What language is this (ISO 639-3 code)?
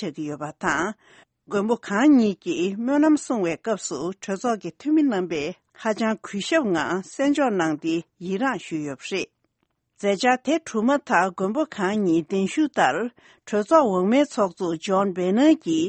bod